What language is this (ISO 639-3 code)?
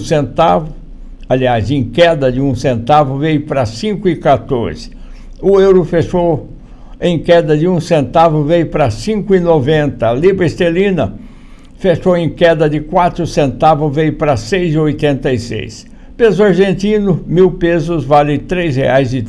por